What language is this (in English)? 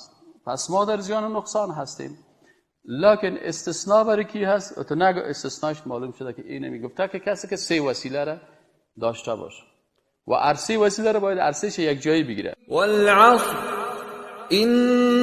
Persian